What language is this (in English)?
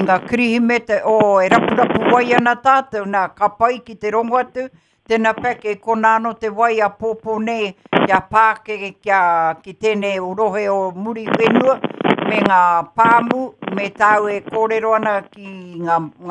Māori